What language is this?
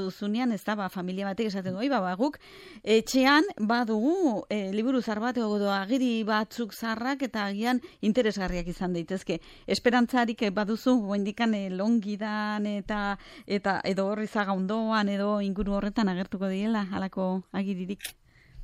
Basque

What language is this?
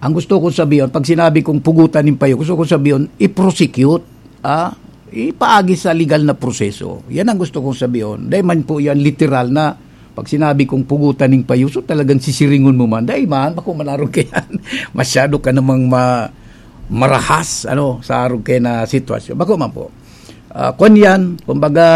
Bikol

